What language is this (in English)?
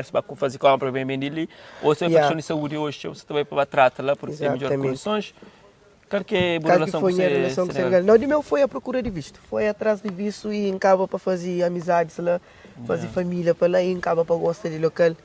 Kabuverdianu